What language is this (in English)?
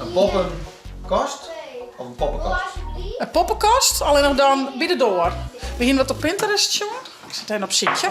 Western Frisian